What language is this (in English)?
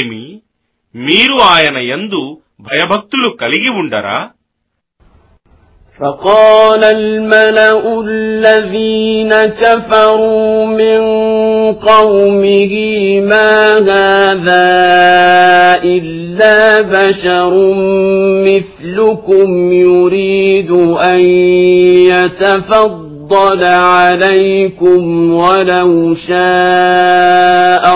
Telugu